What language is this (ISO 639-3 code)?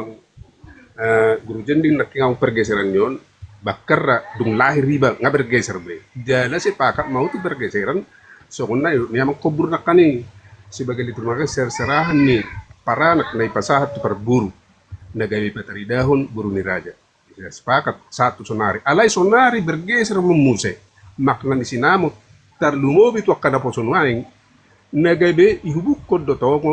bbc